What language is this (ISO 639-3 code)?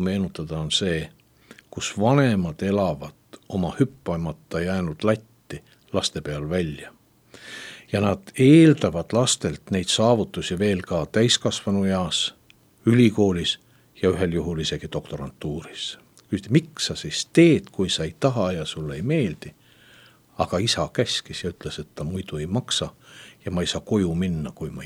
est